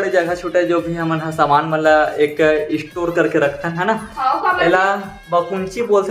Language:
Chhattisgarhi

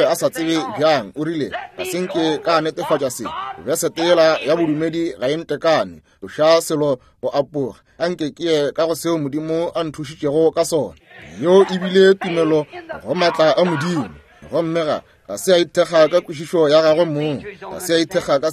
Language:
Northern Sotho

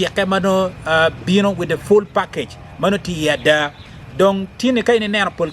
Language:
Acoli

